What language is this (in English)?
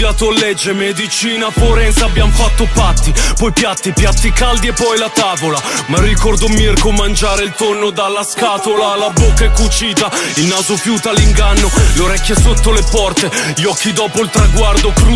Italian